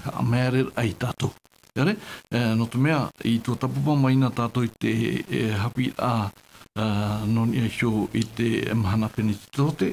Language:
Tahitian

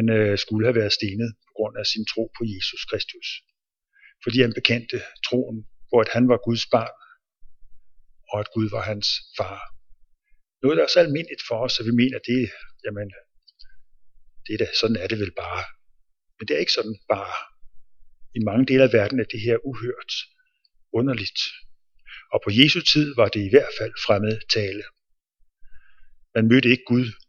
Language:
Danish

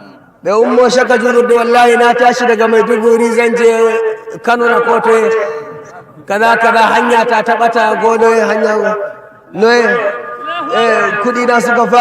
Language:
Fula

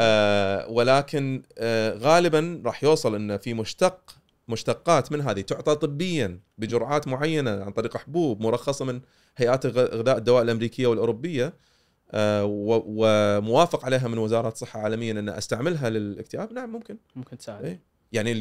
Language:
Gulf Arabic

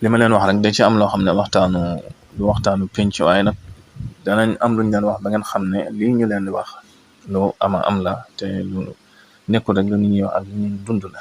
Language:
Wolof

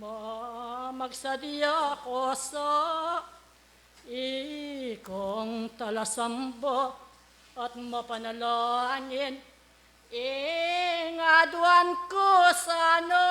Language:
Pampanga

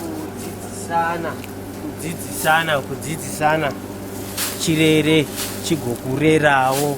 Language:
Shona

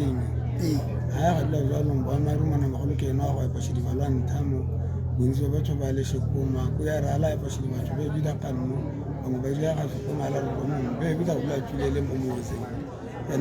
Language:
Tswana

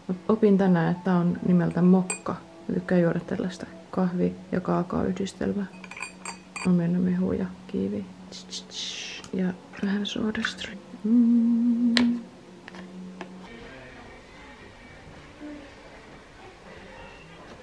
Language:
Finnish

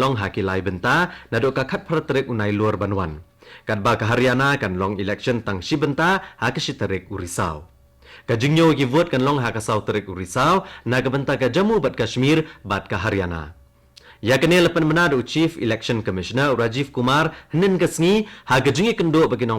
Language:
Khasi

